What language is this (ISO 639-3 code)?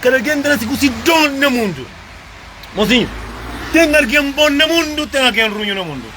kea